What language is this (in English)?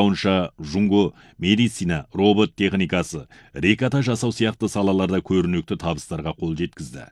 Kazakh